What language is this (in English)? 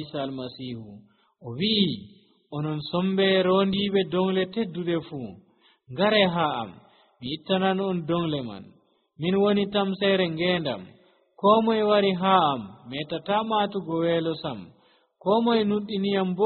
Nigerian Fulfulde